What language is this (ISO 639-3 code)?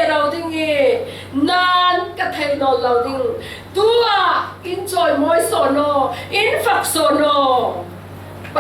cfm